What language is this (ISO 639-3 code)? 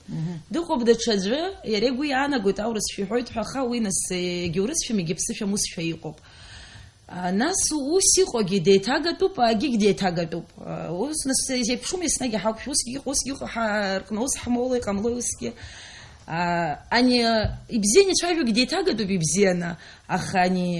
abk